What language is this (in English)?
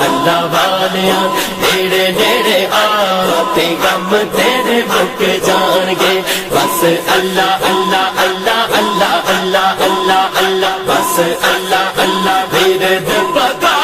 Pahari-Potwari